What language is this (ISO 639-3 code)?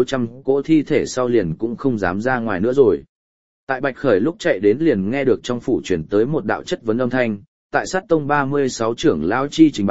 vie